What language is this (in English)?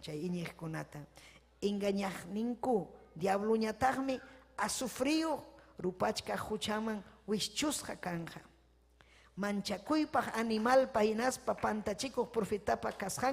Ayacucho Quechua